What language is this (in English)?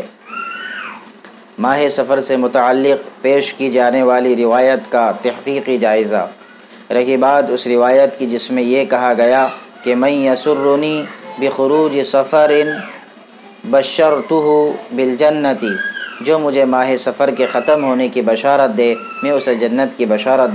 Urdu